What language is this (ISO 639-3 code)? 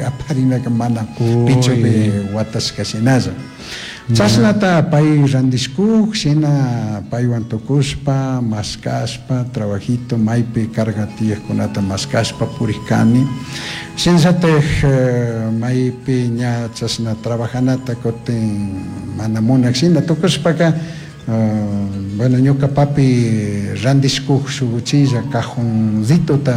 qug